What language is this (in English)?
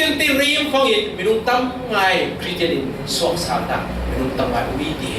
Falam Chin